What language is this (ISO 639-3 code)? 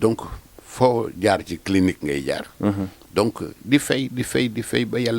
wol